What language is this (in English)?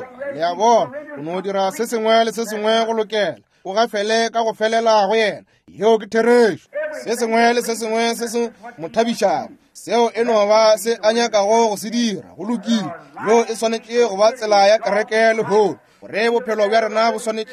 Northern Sotho